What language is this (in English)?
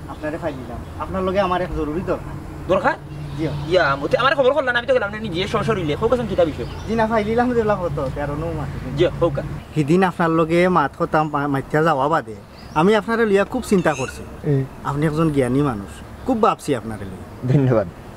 Sylheti